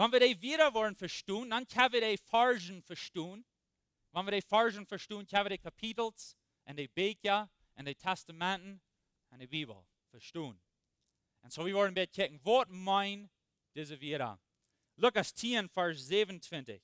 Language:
Plautdietsch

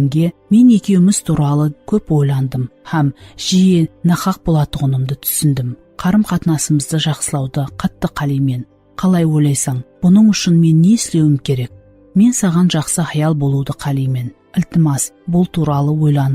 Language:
Kara-Kalpak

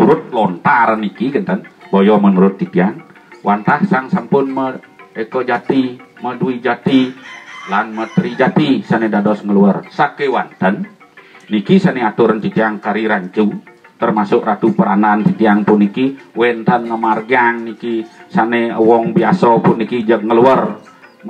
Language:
Balinese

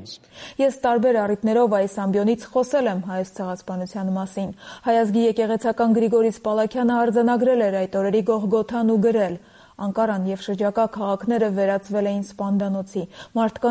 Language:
Armenian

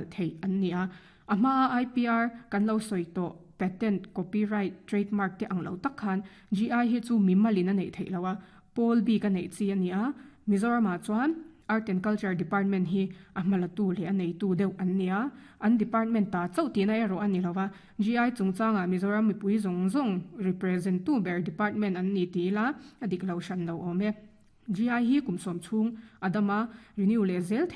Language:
Mizo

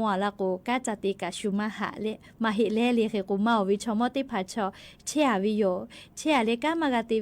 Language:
Lahu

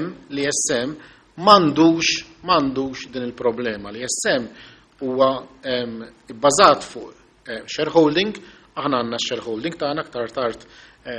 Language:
Maltese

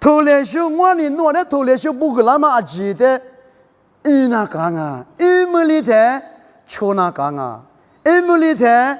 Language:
Lisu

